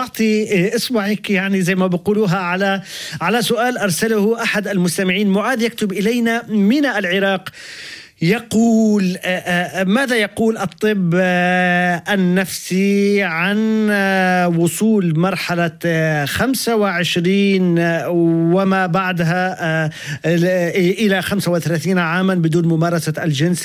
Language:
Arabic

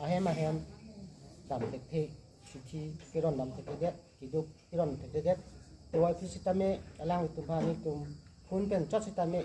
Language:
Karbi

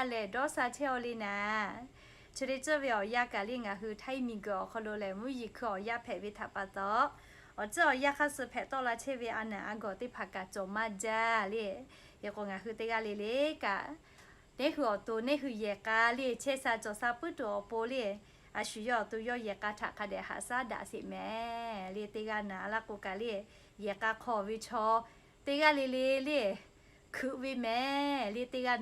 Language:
Lahu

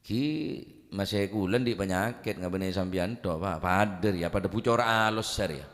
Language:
Madurese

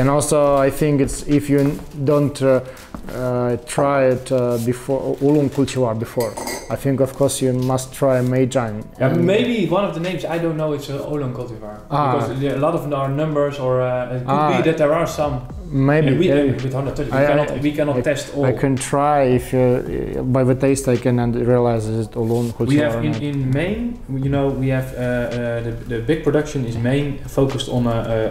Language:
English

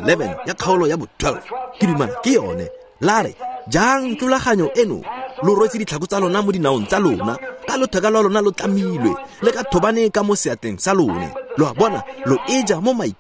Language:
Tswana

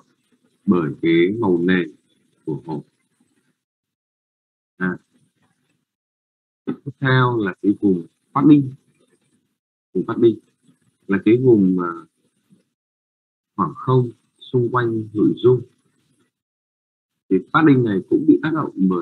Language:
Vietnamese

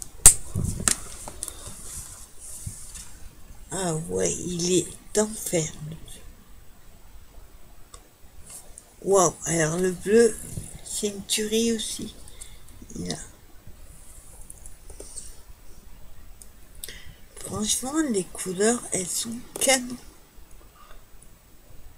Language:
French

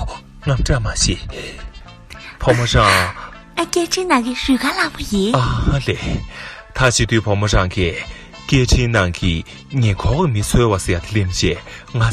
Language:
Tibetan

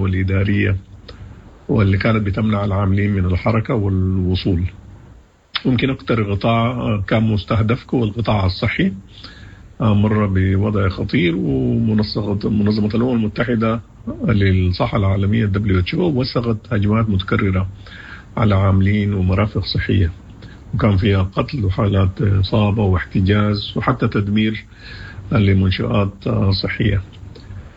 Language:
Sudanese Arabic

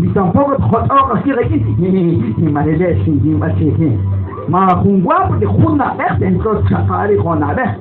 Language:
Kekchí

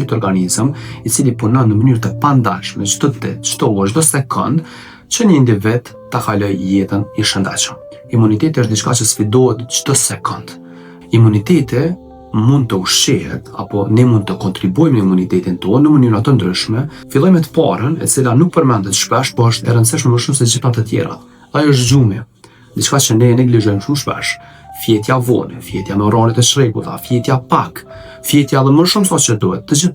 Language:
Albanian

